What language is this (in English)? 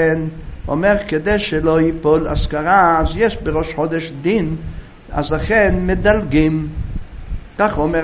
Hebrew